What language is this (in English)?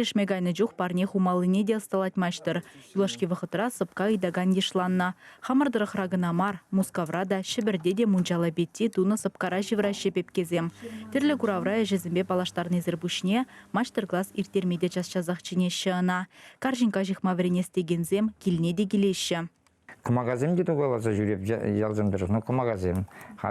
Chuvash